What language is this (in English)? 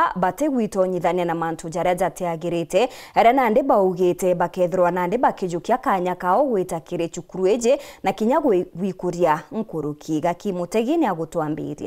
Meru